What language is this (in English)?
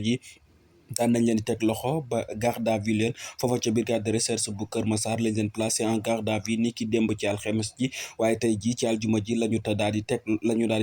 Wolof